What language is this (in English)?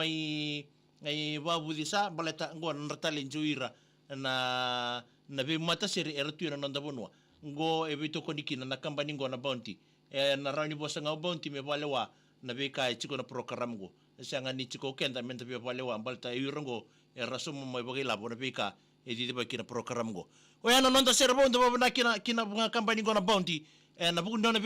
Fijian